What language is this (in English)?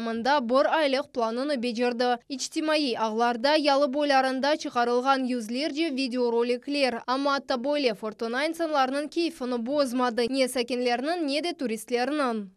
Crimean Tatar